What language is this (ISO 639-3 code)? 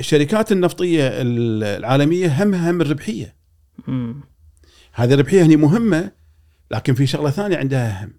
afb